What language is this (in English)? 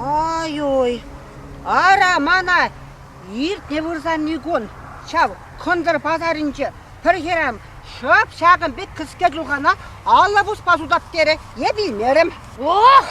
Chuvash